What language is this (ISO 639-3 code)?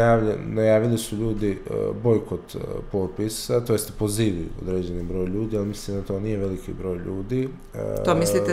bos